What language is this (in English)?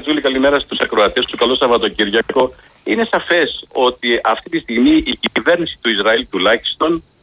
Greek